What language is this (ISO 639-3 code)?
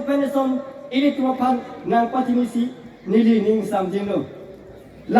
mjw